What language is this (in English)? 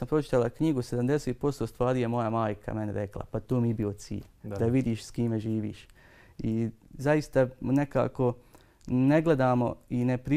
Bosnian